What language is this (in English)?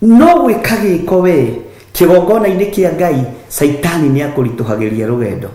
Kikuyu